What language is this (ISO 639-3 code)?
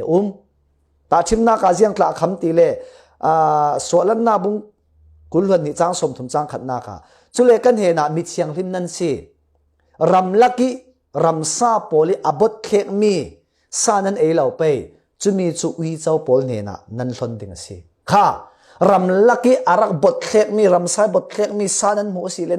cfm